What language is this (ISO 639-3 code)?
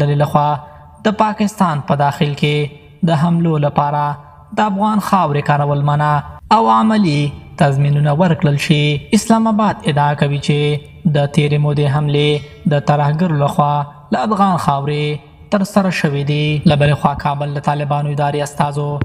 pus